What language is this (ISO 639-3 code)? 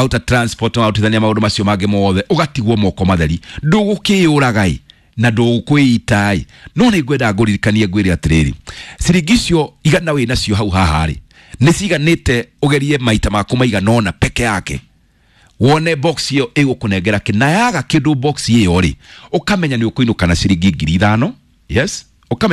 kik